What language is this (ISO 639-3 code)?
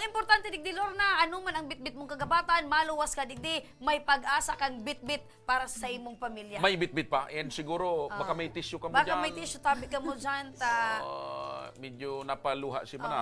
bik